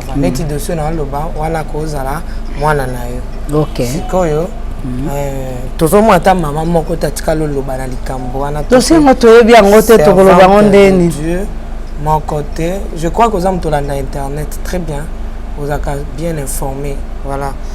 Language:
Lingala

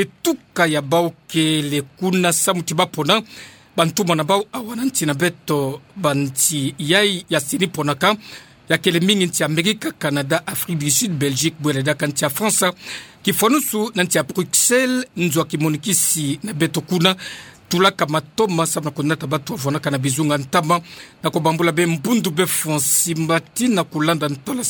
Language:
Kituba (Democratic Republic of Congo)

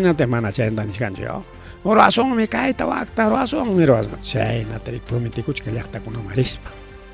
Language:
Ayacucho Quechua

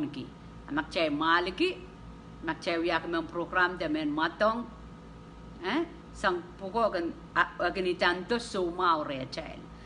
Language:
Pohnpeian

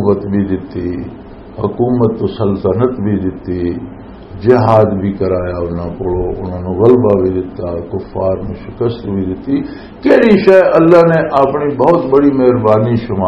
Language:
Western Panjabi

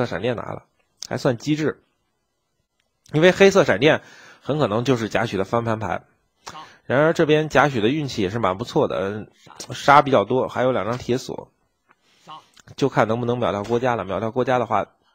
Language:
Chinese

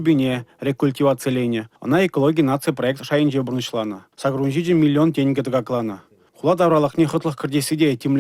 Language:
Chuvash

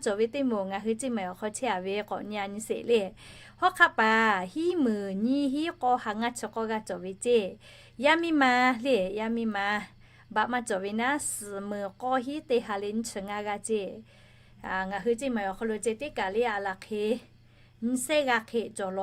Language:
Lahu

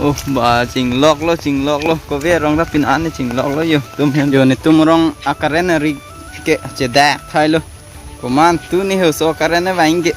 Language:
Karbi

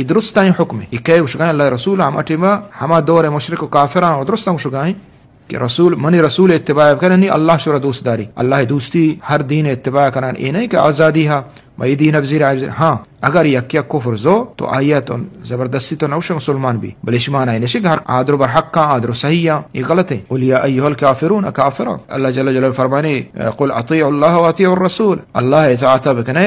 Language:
Eastern Balochi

